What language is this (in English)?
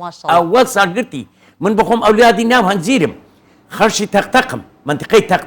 Central Kurdish